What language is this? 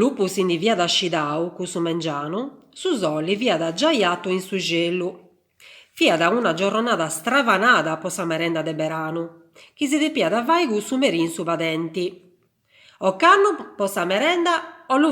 Sardinian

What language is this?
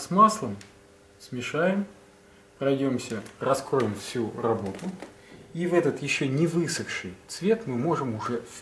Russian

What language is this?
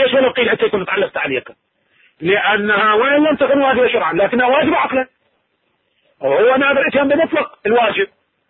Arabic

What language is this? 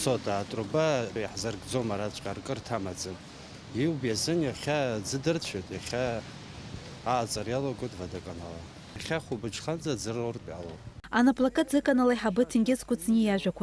Abkhazian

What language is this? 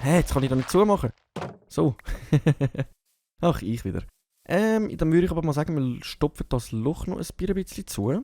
Swiss German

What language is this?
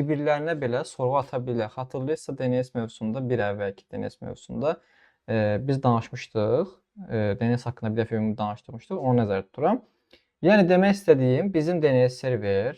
Azerbaijani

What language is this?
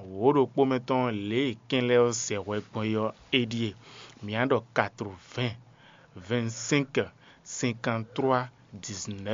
Fon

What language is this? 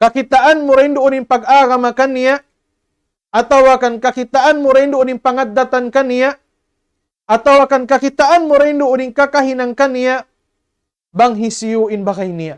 Tausug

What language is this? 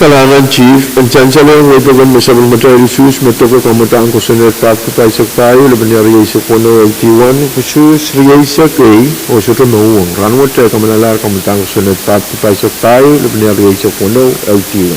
Pohnpeian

